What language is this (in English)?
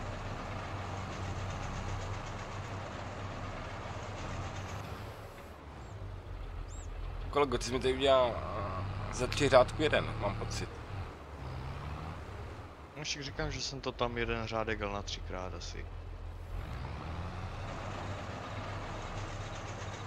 Czech